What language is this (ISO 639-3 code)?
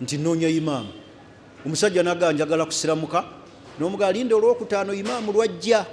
lug